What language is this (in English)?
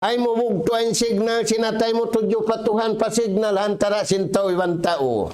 Tausug